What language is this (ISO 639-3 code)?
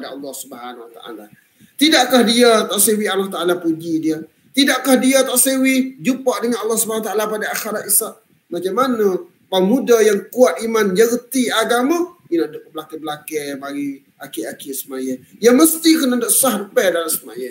msa